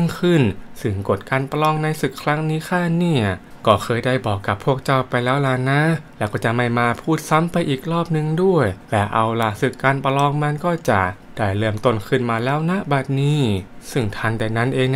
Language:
Thai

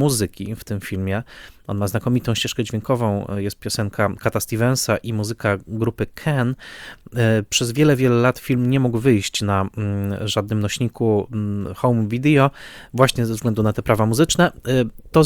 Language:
Polish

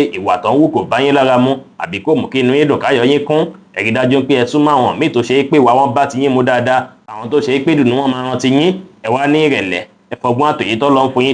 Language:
Yoruba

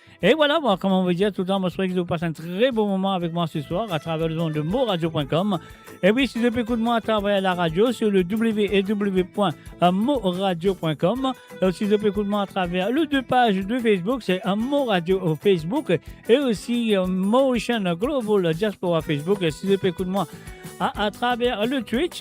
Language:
Morisyen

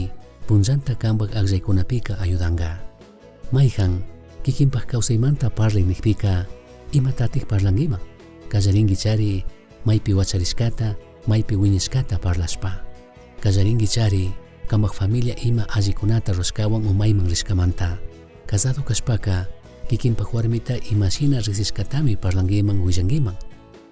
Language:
Chimborazo Highland Quichua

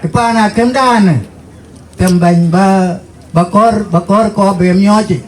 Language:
Dinka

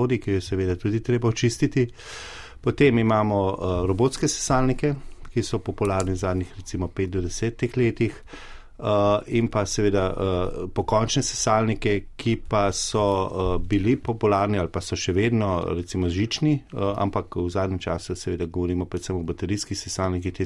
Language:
Slovenian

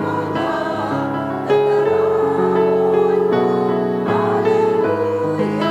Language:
Bikol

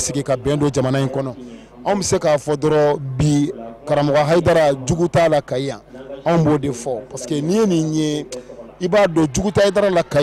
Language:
Bambara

